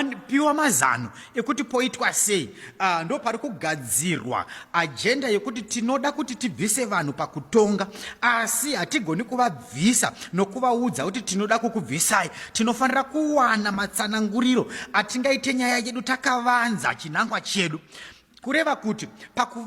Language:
Shona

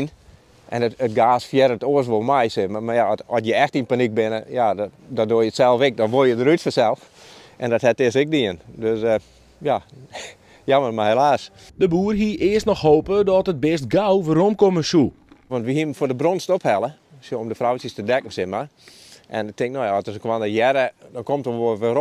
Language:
Western Frisian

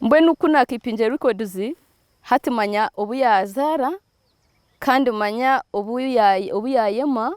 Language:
Nyankole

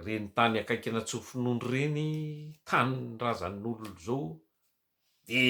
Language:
Malagasy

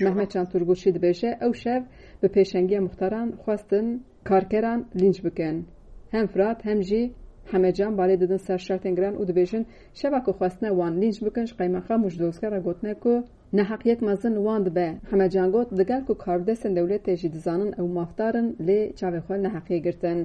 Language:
Kurdish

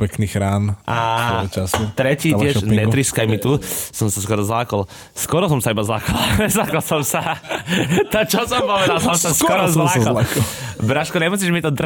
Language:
Slovak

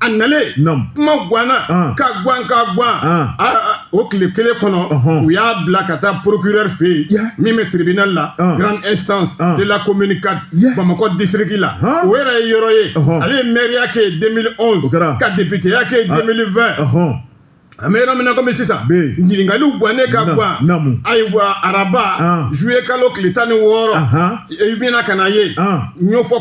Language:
Bambara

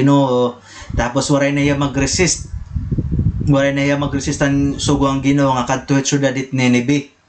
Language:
Waray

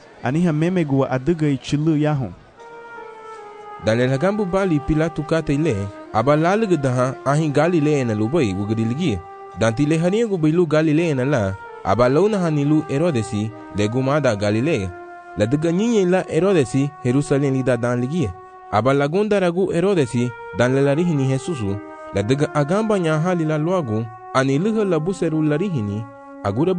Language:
Garifuna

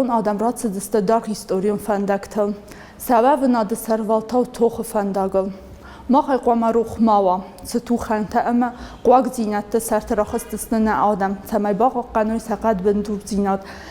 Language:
Ossetic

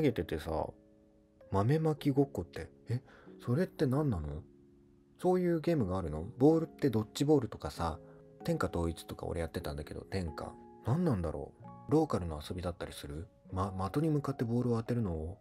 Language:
Japanese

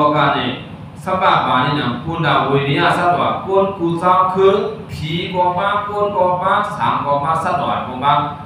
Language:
Shan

